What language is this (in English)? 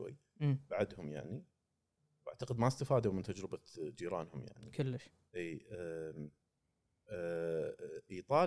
Gulf Arabic